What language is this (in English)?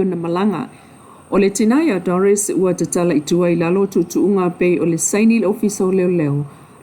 Samoan